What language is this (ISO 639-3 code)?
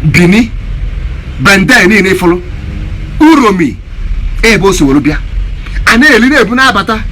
ibo